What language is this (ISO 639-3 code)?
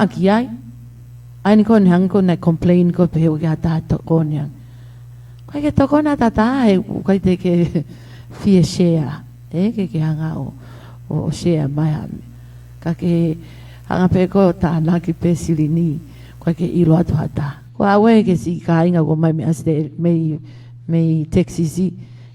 ton